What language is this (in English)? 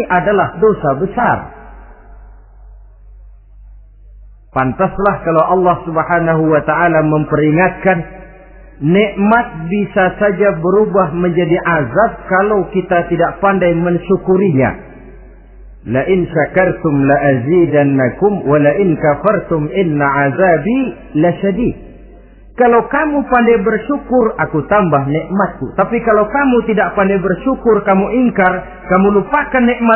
Indonesian